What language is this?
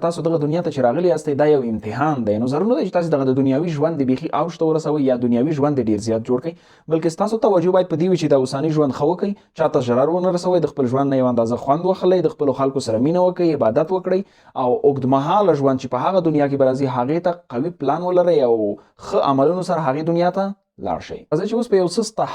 Pashto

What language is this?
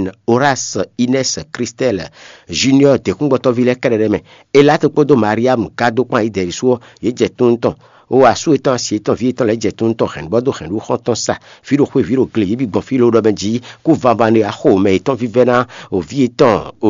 Fon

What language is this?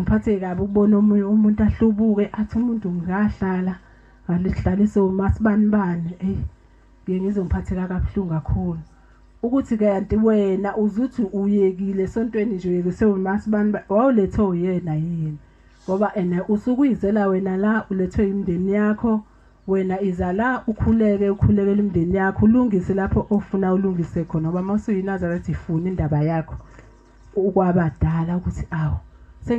Zulu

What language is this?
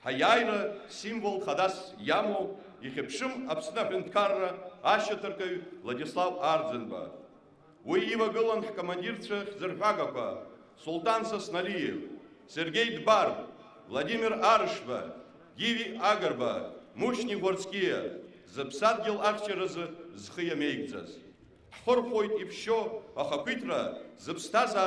Abkhazian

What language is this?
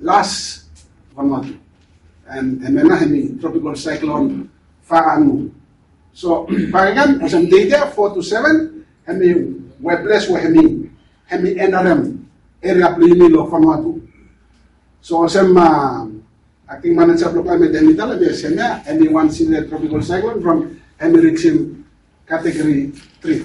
Bislama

